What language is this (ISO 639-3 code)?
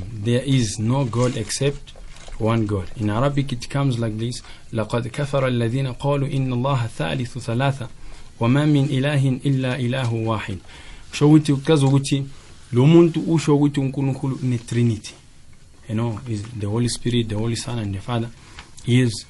nbl